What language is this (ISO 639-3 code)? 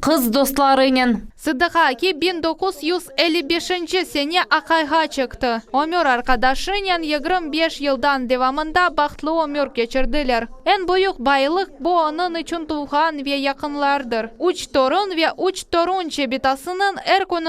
crh